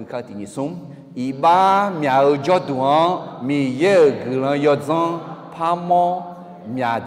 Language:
Akha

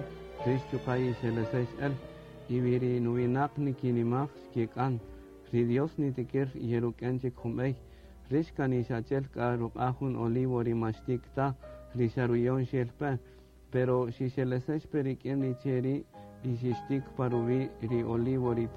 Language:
Kaqchikel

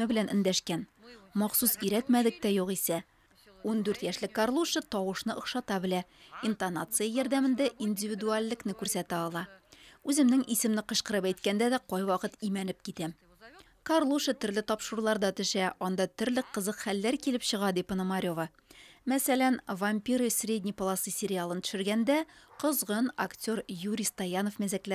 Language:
Tatar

